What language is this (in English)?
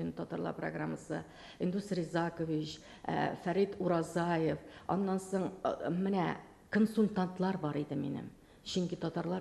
Tatar